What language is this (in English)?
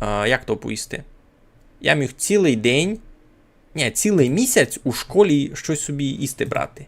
Rusyn